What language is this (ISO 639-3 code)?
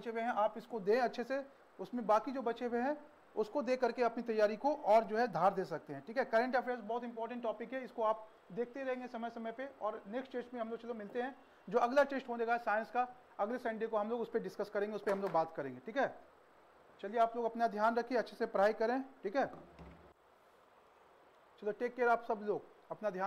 hin